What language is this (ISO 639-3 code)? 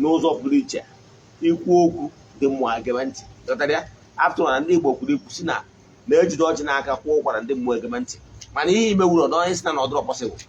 ibo